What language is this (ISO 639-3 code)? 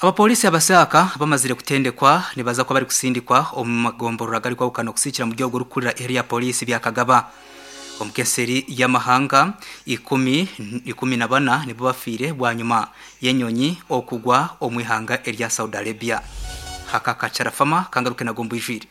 nyn